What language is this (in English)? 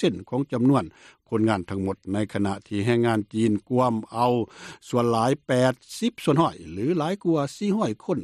Lao